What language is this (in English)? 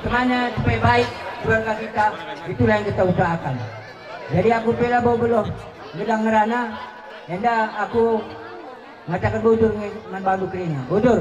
Batak Karo